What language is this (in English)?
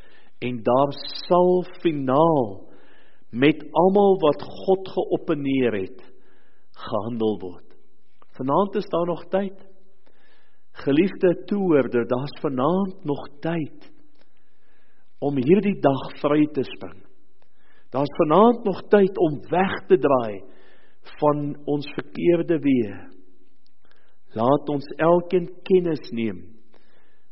Afrikaans